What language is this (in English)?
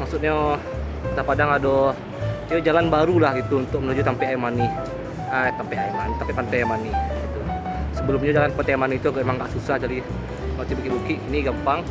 Minangkabau